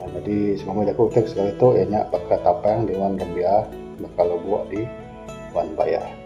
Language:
Iban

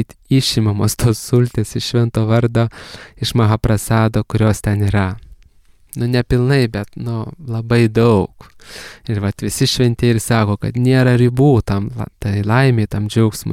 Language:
Lithuanian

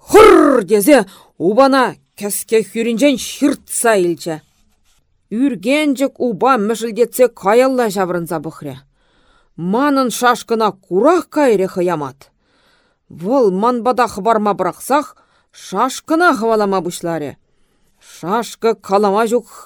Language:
Chuvash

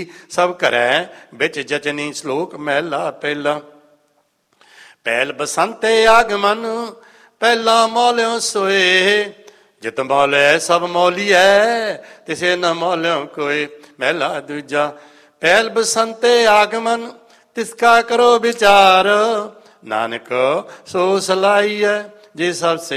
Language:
Punjabi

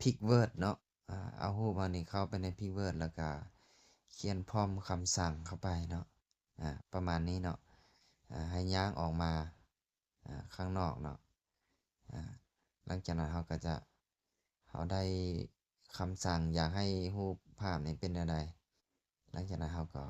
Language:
Lao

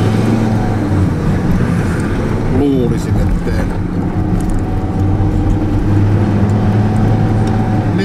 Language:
Finnish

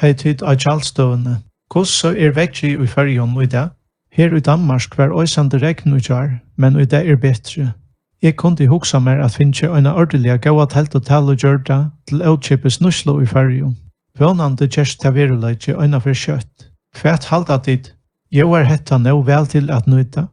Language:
Faroese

